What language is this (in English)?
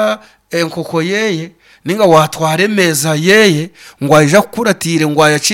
Nyankole